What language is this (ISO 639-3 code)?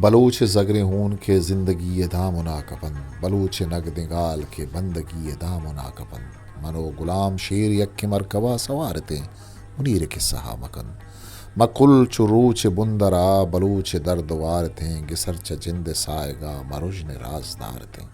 bgp